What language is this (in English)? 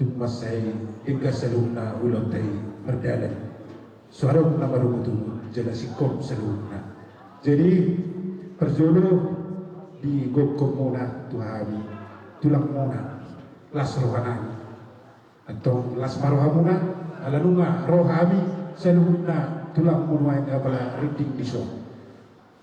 Batak Toba